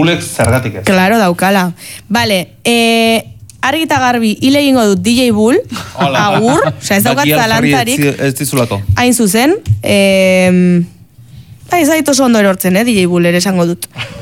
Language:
Basque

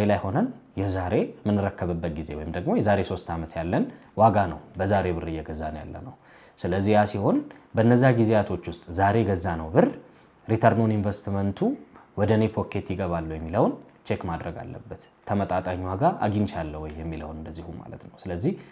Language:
Amharic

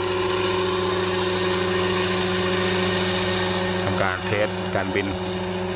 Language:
Thai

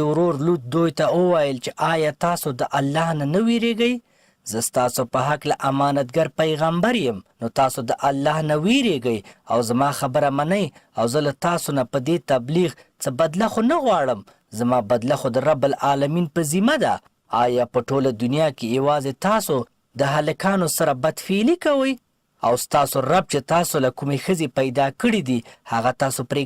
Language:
Pashto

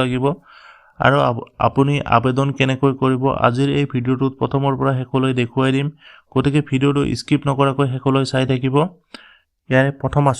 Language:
Assamese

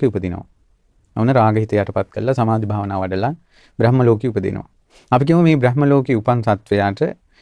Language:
Sinhala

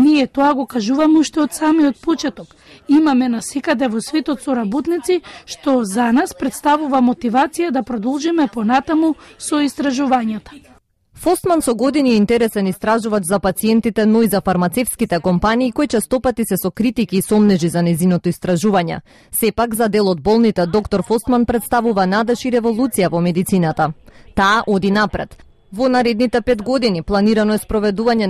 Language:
Macedonian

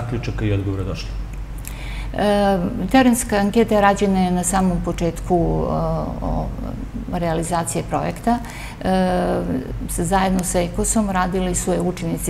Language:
Serbian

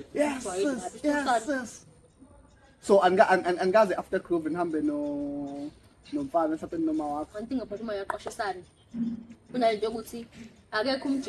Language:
Zulu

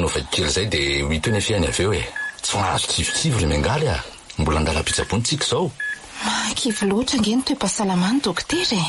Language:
Malagasy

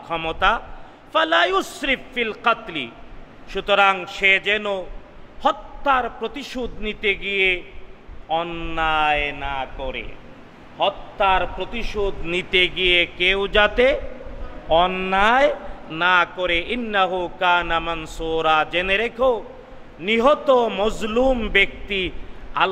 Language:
Bangla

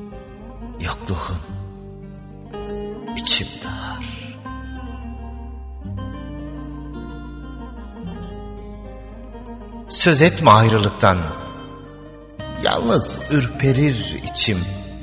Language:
Turkish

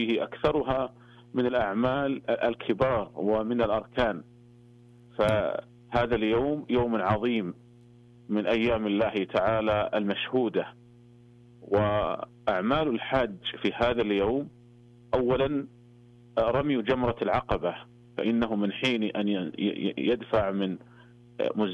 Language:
Arabic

